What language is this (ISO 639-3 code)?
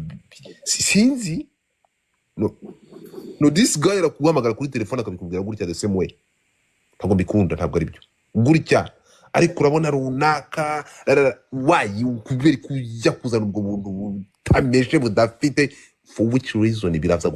kin